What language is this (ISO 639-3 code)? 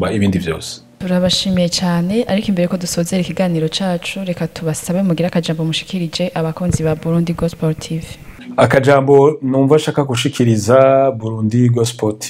run